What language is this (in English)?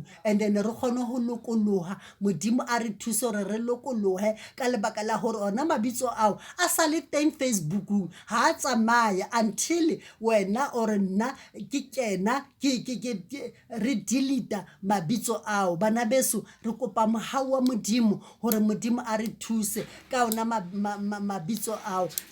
Southern Sotho